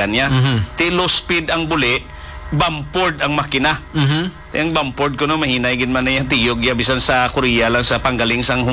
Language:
Hiligaynon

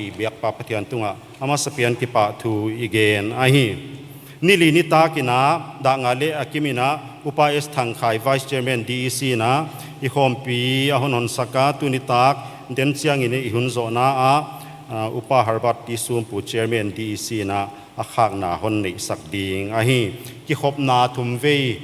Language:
Paite Chin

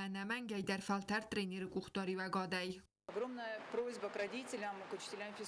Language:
Ossetic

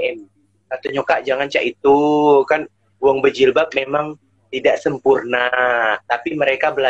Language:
Musi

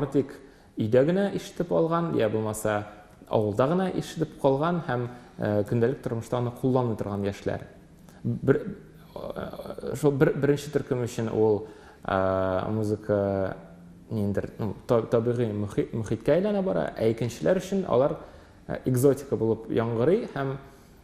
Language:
Tatar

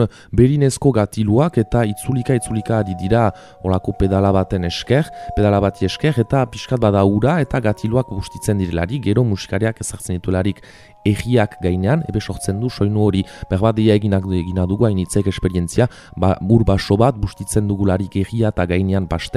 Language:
Basque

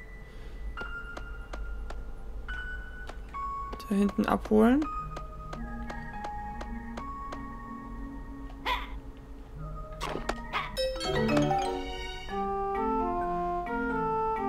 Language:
German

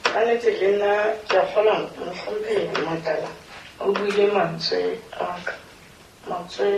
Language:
Southern Sotho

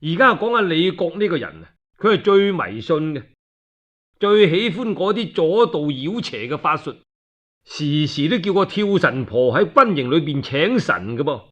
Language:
Cantonese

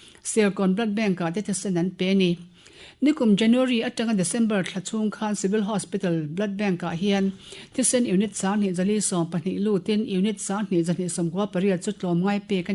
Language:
Mizo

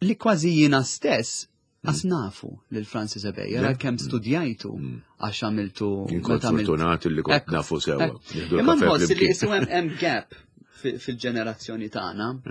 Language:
Maltese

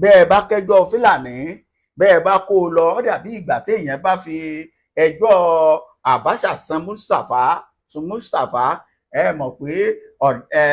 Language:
Yoruba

